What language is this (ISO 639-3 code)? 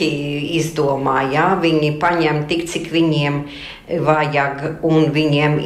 lav